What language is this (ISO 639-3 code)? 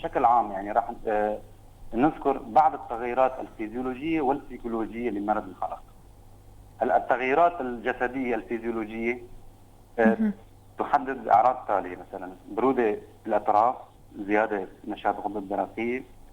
apc